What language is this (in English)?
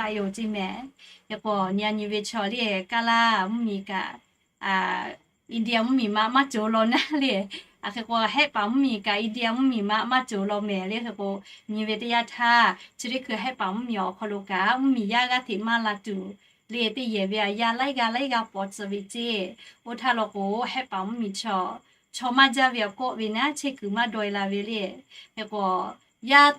Lahu